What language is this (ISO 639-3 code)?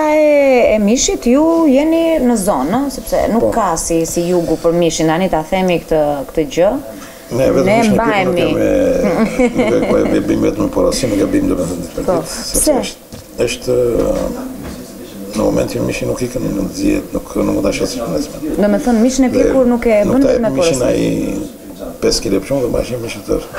sqi